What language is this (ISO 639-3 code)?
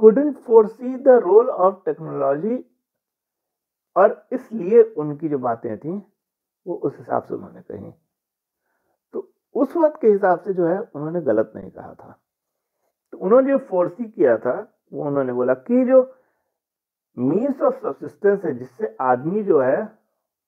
hin